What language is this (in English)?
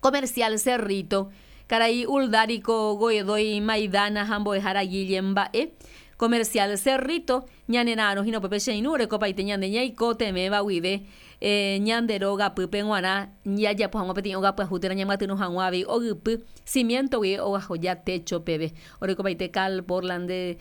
Guarani